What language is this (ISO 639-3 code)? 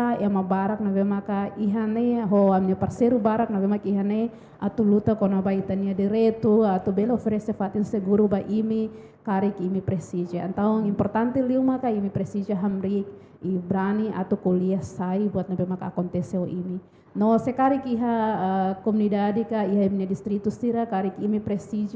tet